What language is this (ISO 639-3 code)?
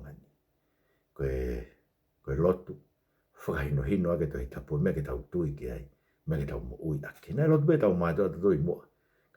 ton